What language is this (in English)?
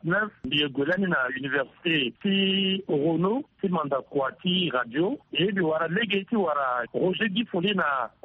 Sango